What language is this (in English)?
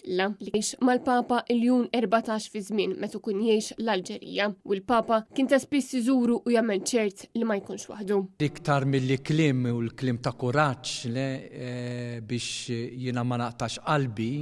Maltese